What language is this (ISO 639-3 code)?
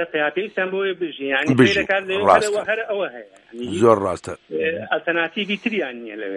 ckb